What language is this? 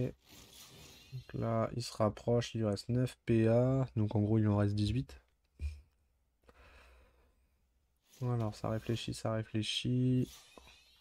French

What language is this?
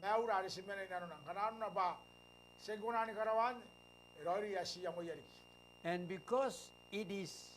Gilbertese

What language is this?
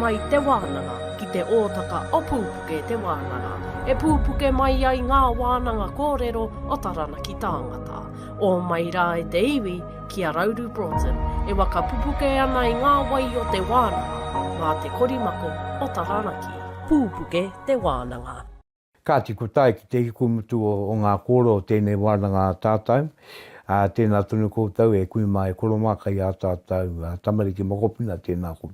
Māori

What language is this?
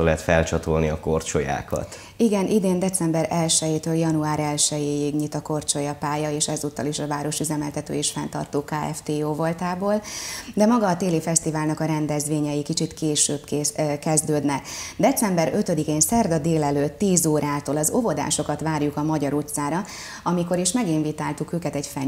Hungarian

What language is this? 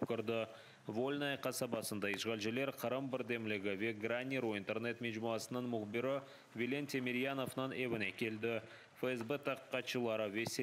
Crimean Tatar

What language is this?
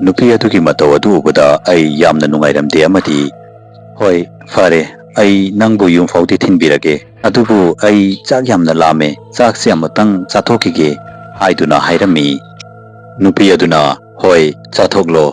Manipuri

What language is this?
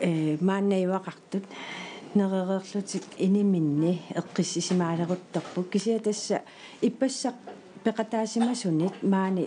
Kalaallisut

